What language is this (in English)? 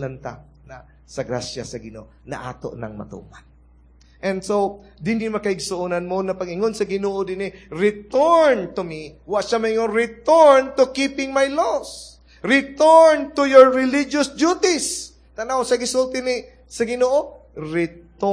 Cebuano